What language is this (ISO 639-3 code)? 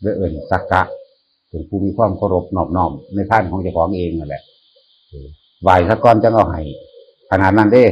tts